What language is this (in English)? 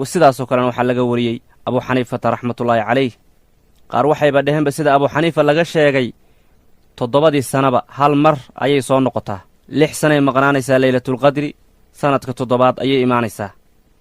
Somali